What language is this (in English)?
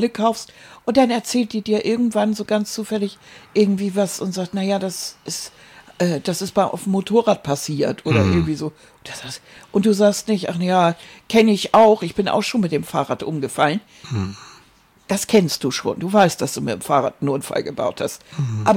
German